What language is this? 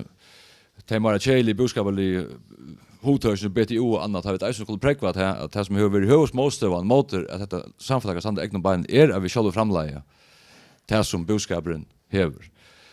Faroese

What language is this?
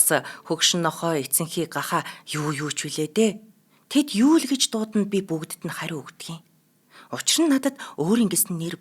Mongolian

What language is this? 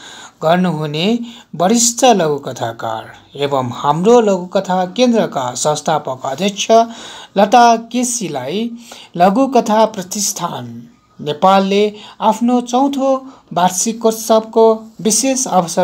Nepali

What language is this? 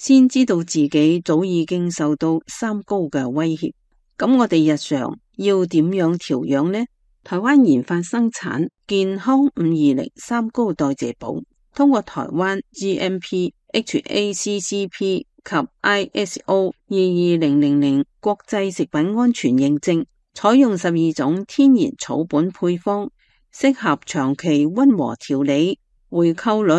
Cantonese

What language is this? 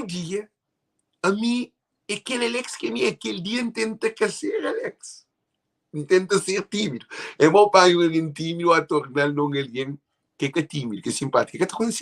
Kabuverdianu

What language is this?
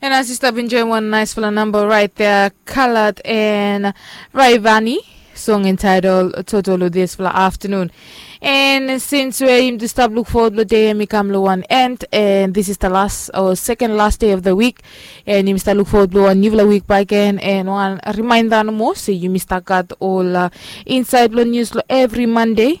Bislama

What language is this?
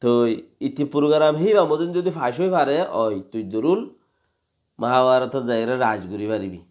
Rohingya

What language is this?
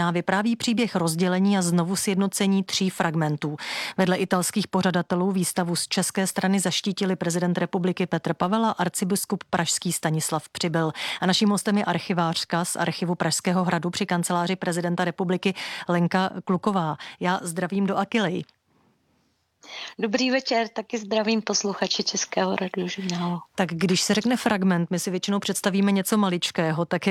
Czech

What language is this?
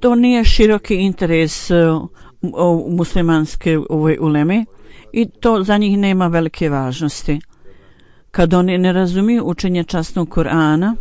Bosnian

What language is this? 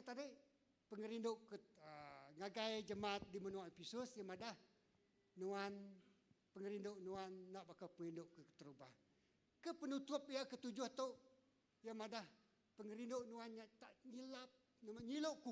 Iban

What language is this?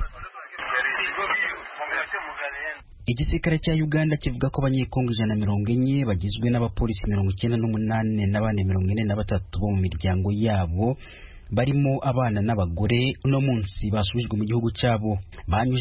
Kinyarwanda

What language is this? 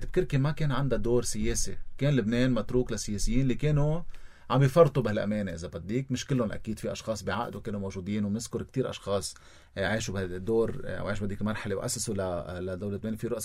North Levantine Arabic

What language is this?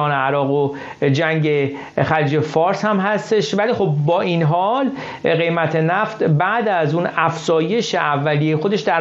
Persian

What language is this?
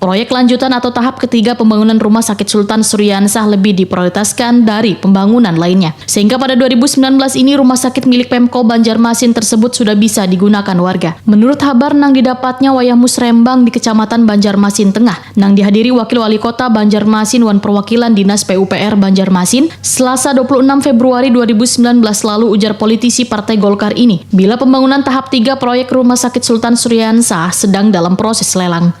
Banjar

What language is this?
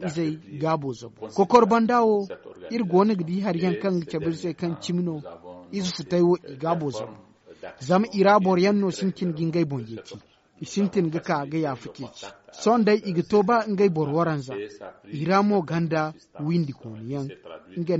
Zarma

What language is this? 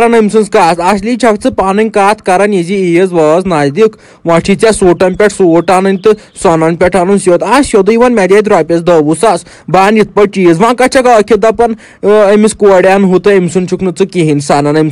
Kashmiri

